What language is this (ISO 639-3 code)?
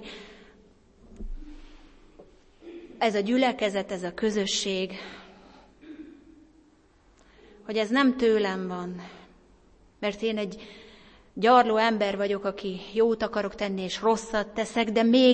hun